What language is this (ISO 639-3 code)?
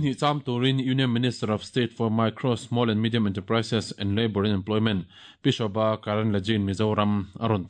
lus